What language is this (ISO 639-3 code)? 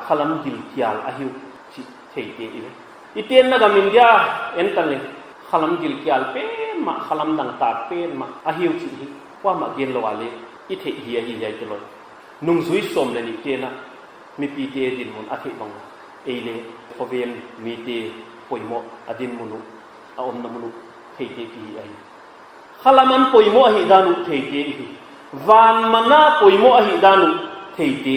pck